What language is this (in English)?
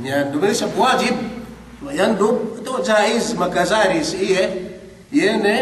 Yakan